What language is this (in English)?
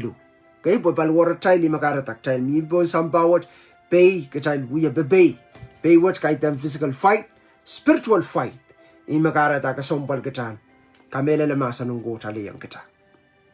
Pohnpeian